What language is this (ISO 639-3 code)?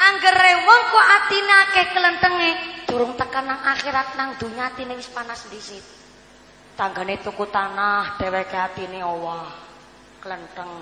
jav